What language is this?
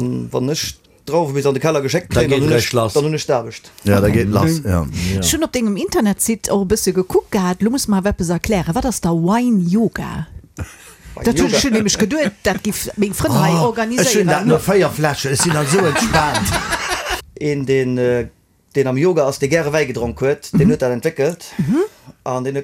Luxembourgish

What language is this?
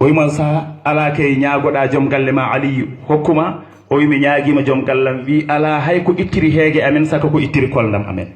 Fula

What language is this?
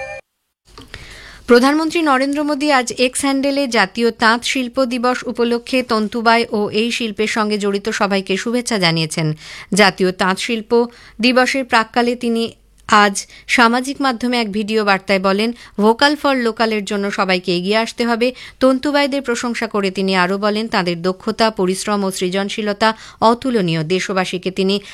Bangla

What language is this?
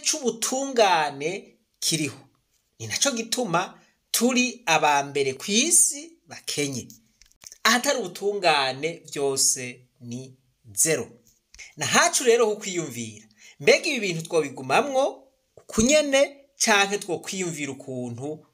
Rundi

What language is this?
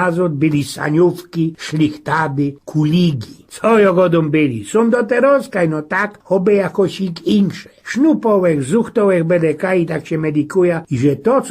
Silesian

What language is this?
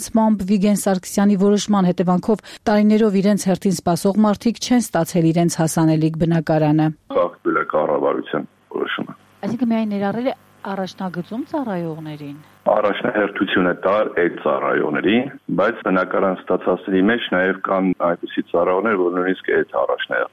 Armenian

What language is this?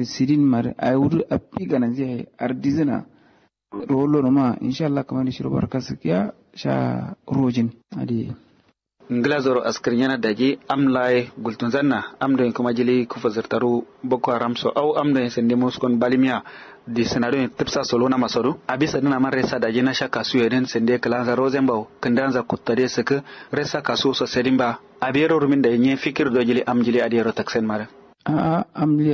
Kanuri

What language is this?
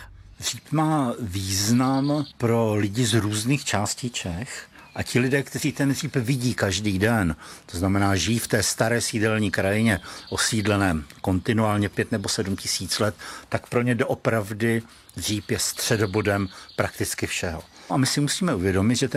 Czech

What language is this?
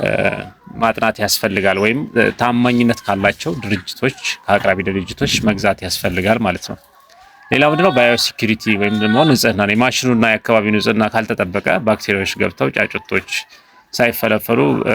Amharic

